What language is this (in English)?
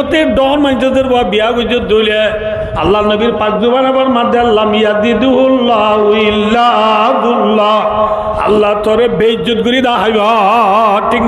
Rohingya